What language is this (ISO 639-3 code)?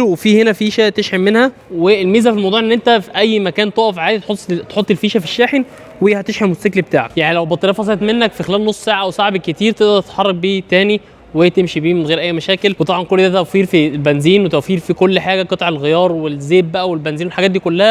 arz